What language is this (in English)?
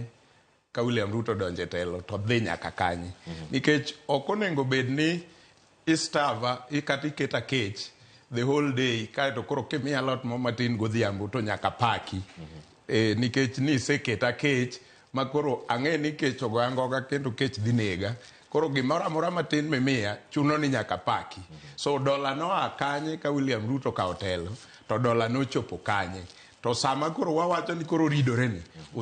Luo (Kenya and Tanzania)